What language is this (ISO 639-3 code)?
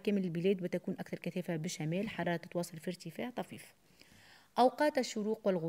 aeb